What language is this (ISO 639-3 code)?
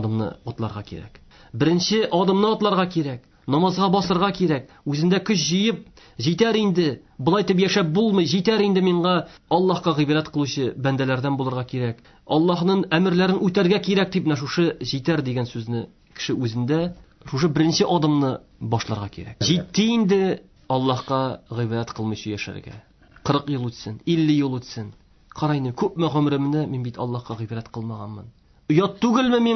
tat